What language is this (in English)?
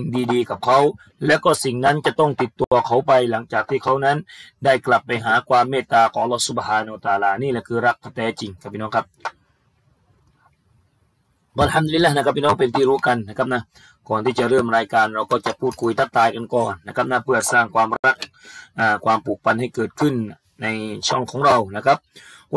Thai